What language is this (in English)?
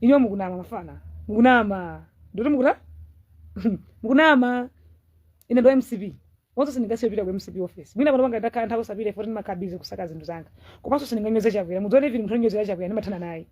Nyanja